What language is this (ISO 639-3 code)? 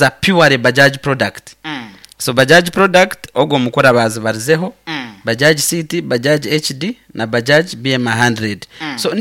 nyo